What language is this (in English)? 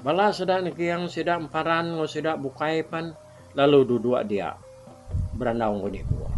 Iban